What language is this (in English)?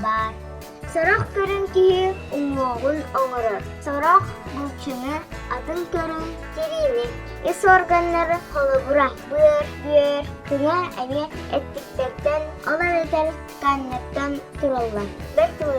Yakut